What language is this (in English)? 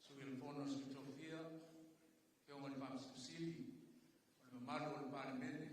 Samoan